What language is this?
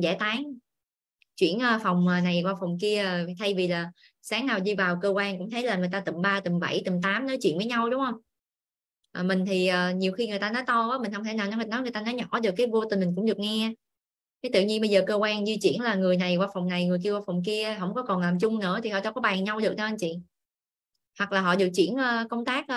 Vietnamese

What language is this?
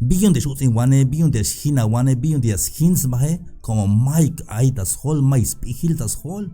Tzeltal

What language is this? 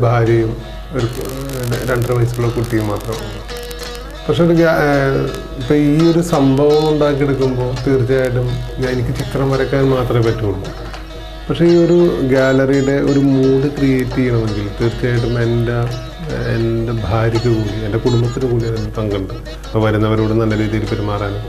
Malayalam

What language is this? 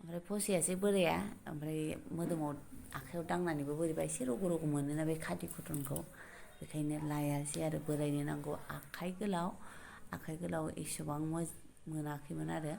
Bodo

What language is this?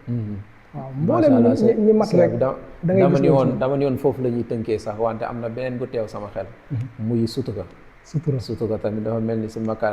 Wolof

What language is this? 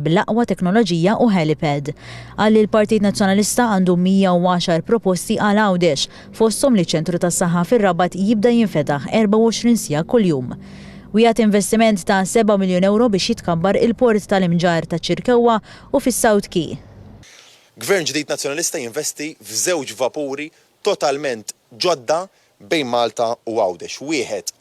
Maltese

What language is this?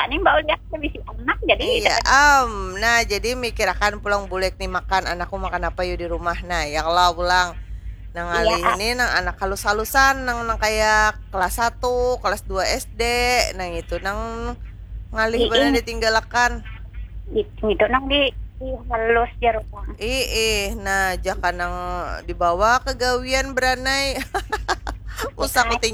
Banjar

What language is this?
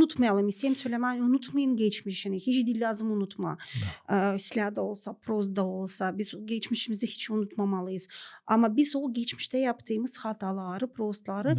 Gagauz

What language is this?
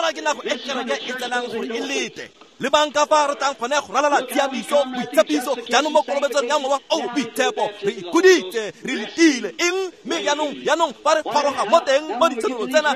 Tswana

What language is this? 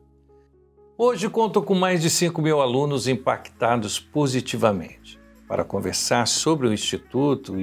Portuguese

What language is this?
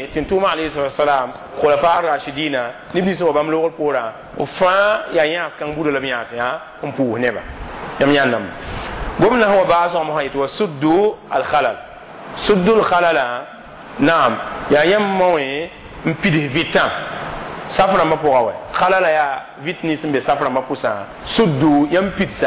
Mossi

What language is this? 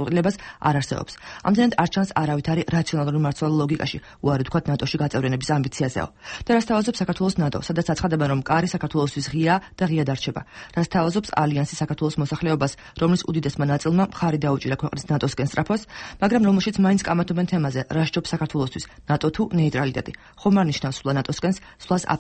Georgian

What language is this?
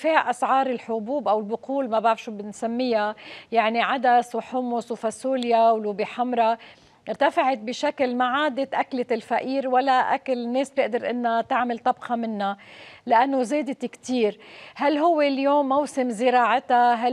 North Levantine Arabic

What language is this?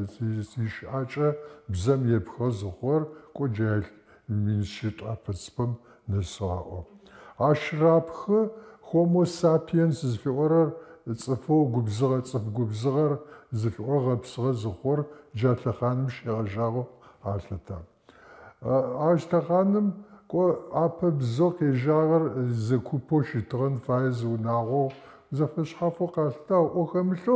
Adyghe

